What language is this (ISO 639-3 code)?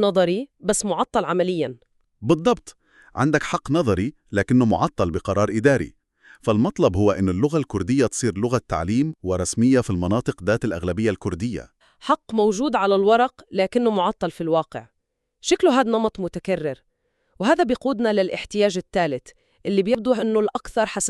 apc